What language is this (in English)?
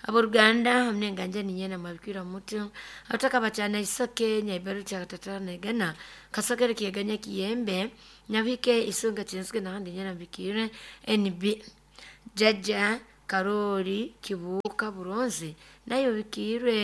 Nyoro